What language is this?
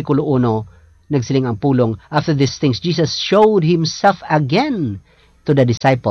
Hiligaynon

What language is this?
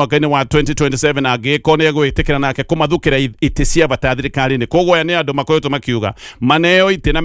Kikuyu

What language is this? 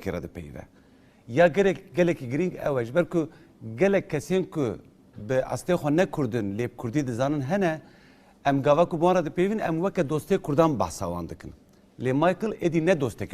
Kurdish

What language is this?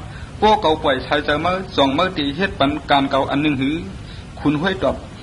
Shan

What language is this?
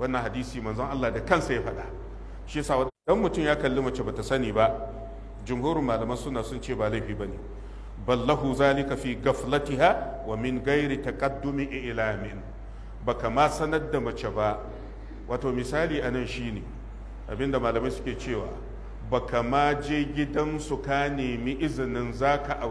Hausa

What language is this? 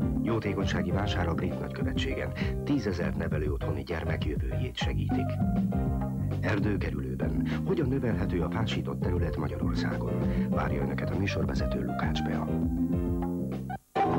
Hungarian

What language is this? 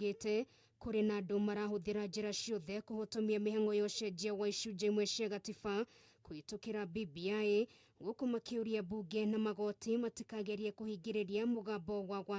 Kikuyu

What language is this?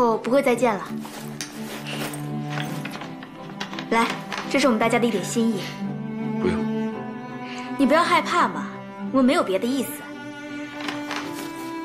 Chinese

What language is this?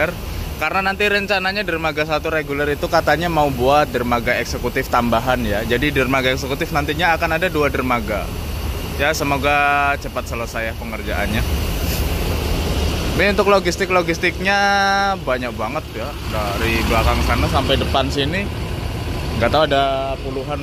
Indonesian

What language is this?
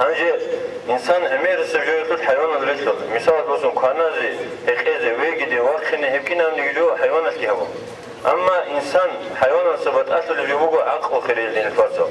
Avaric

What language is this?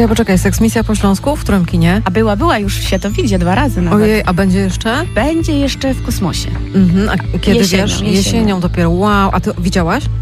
Polish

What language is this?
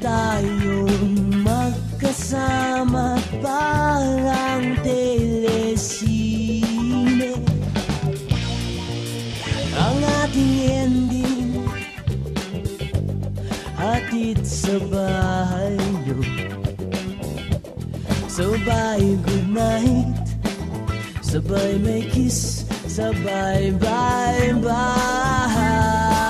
Filipino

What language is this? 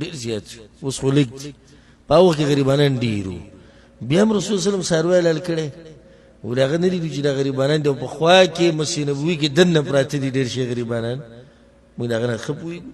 Pashto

